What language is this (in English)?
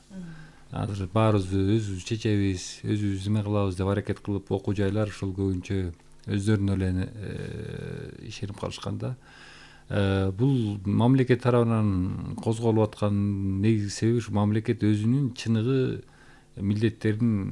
Kyrgyz